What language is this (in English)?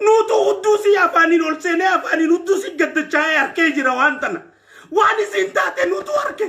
Oromo